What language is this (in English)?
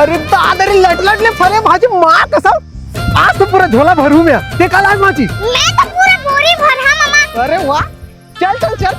Chhattisgarhi